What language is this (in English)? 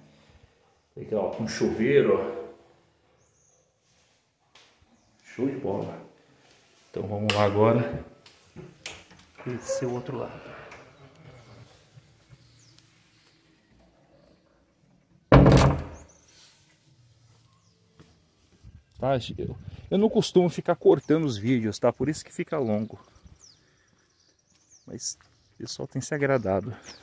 Portuguese